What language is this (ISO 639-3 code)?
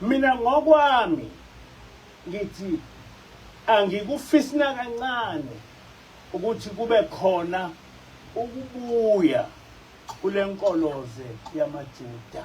zul